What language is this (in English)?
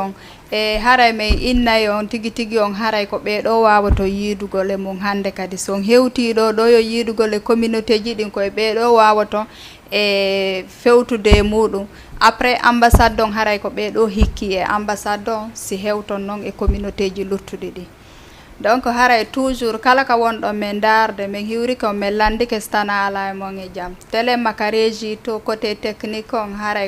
Fula